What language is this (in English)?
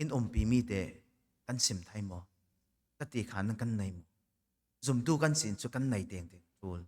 Falam Chin